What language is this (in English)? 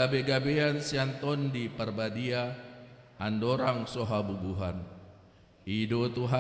Batak Toba